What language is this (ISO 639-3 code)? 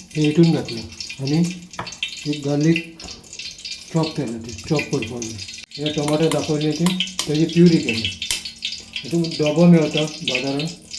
kok